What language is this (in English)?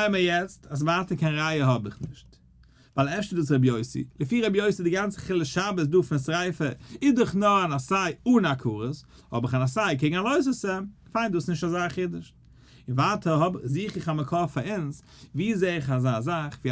Yiddish